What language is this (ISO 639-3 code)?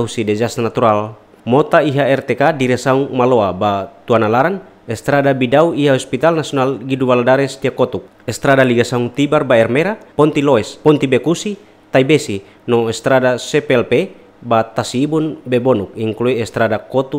tet